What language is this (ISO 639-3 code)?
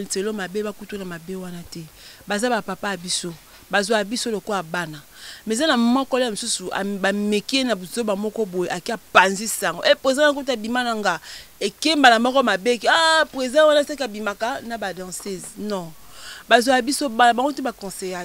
lin